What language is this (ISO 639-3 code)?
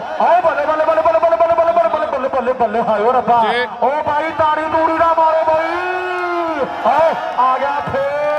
pan